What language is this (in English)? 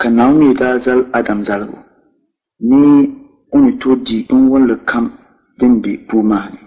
Dagbani